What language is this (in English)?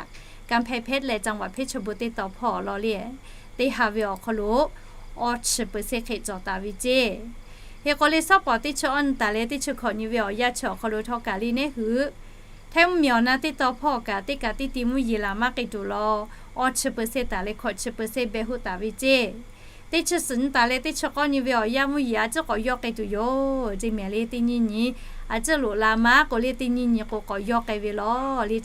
Lahu